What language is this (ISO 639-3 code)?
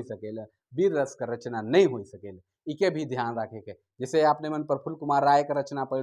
sck